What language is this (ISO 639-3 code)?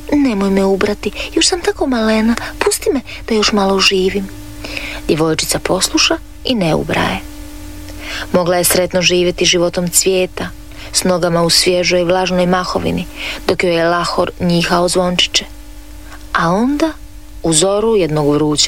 hrv